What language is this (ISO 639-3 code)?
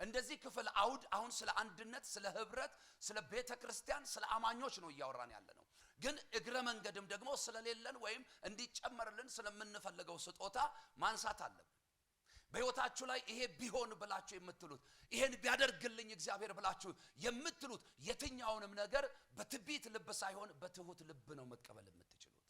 amh